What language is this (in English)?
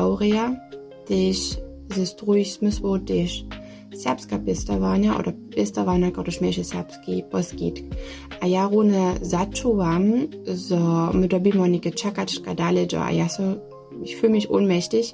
Upper Sorbian